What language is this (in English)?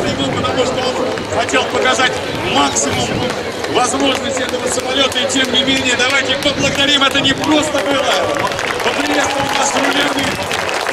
Russian